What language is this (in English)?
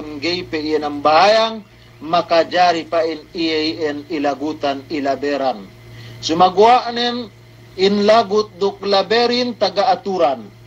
Yakan